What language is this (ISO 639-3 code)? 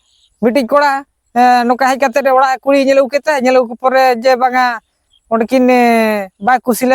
sat